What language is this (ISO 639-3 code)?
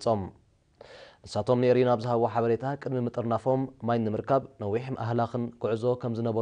tir